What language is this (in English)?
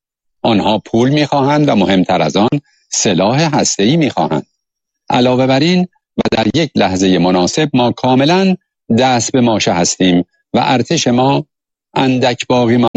Persian